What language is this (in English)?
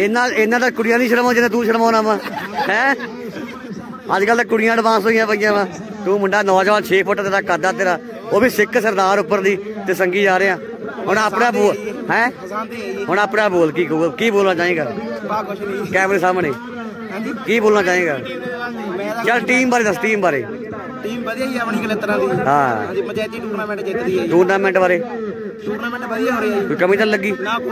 Punjabi